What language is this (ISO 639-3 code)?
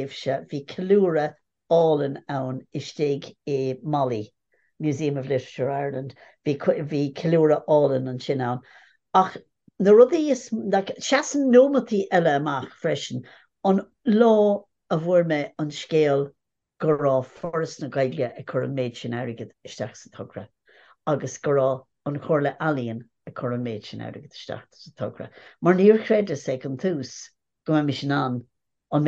gle